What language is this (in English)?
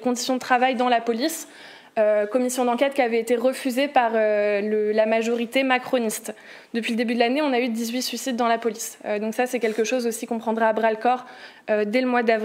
French